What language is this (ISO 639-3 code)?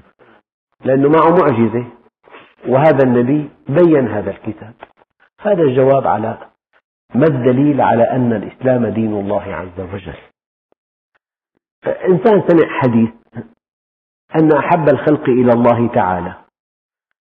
ara